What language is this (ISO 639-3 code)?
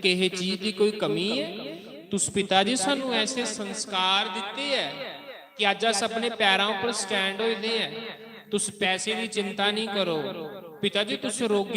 doi